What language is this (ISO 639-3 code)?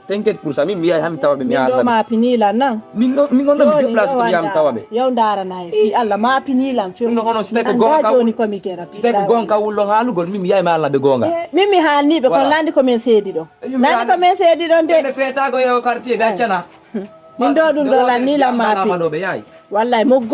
ful